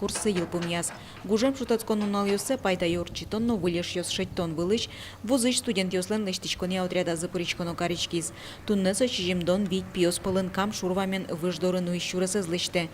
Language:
Udmurt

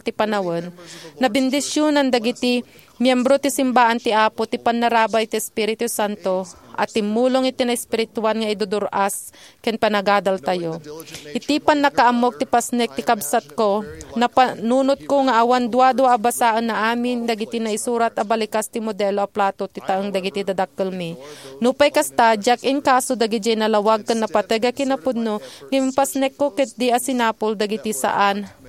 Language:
Iloko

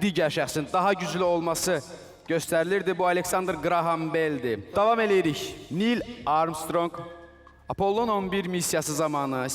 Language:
Azerbaijani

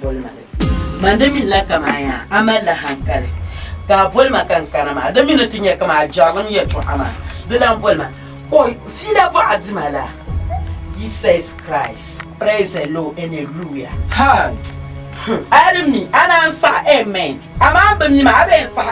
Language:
Dagbani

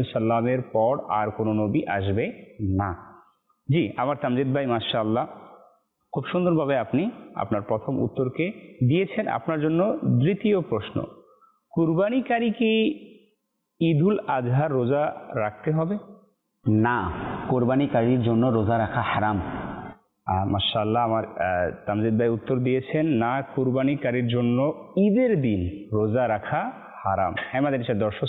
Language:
Bangla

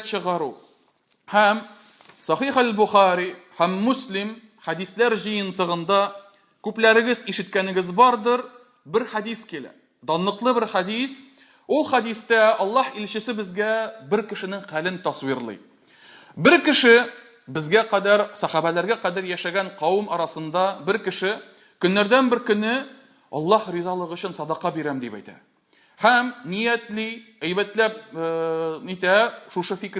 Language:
Tatar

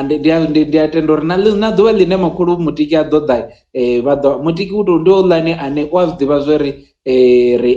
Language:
Venda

